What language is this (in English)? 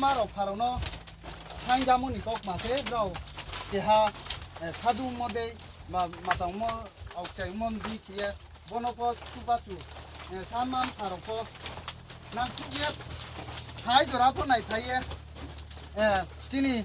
Riang (India)